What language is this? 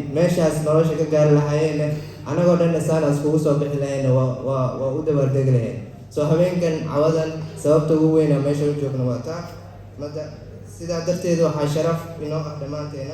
Somali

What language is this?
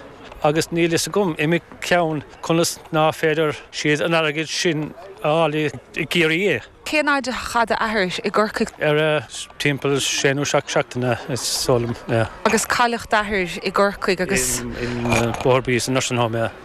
Irish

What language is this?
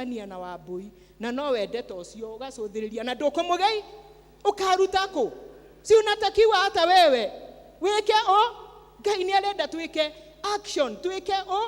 Kikuyu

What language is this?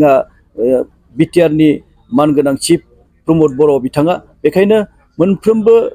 Bodo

